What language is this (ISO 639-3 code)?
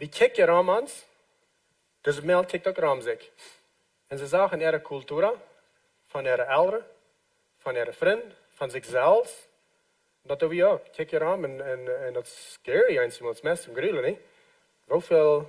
pdt